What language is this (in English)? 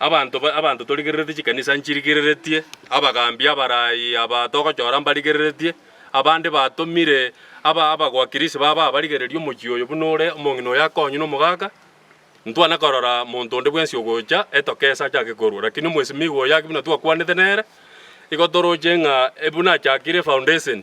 Gusii